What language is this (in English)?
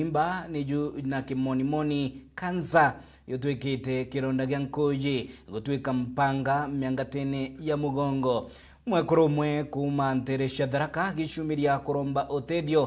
Meru